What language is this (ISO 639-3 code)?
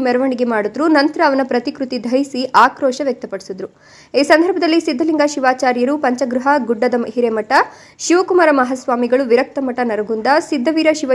kan